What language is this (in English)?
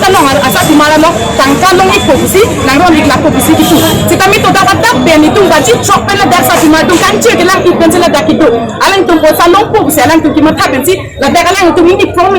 Karbi